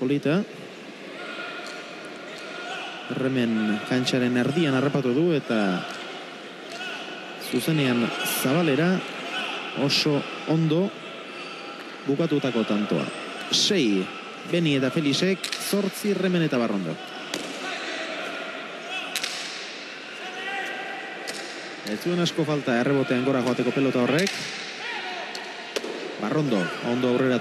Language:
Basque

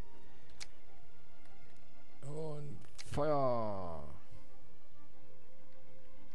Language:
German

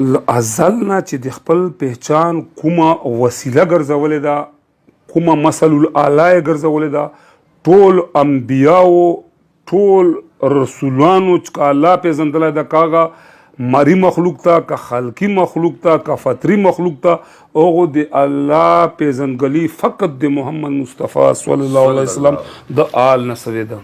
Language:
Pashto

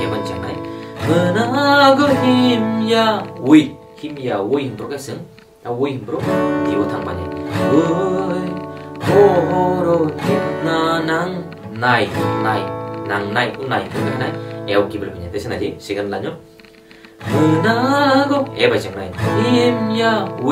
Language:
Kok Borok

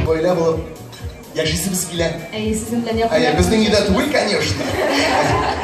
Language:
Tatar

